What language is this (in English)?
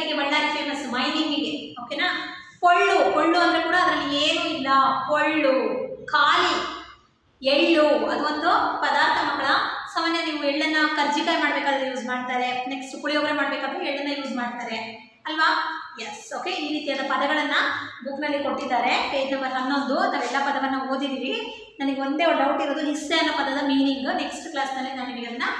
Kannada